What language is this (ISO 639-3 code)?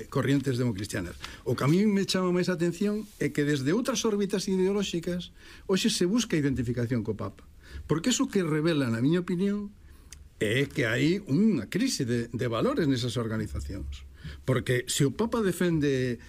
glg